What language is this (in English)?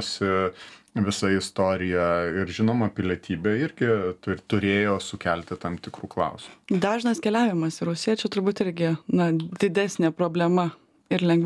Lithuanian